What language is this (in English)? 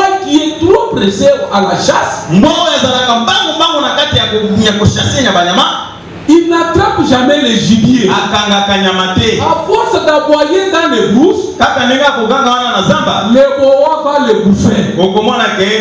Lingala